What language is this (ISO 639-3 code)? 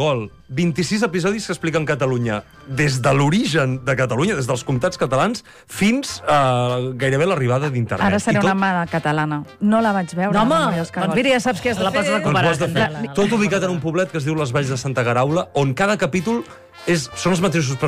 cat